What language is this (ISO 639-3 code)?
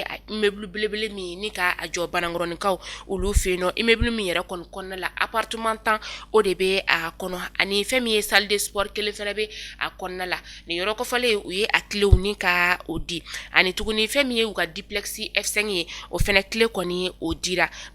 bam